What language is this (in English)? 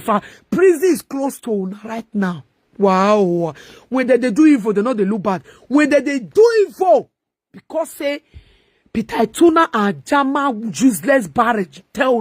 Nigerian Pidgin